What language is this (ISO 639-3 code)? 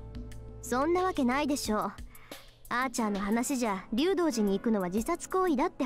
jpn